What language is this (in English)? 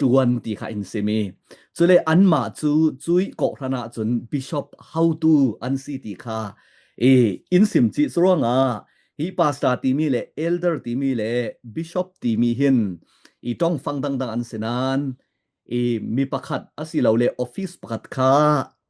Falam Chin